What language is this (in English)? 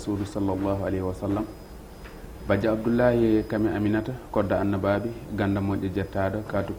Fula